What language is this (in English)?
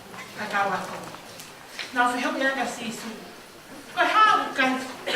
Tongan